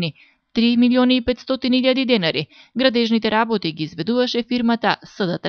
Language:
Macedonian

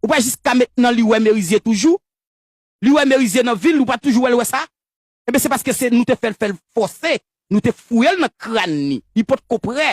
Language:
Haitian Creole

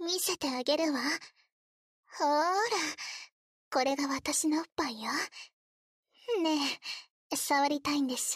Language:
Japanese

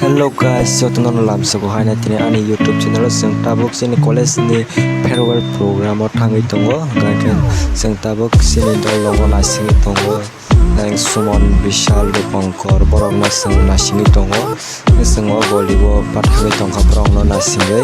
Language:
Kok Borok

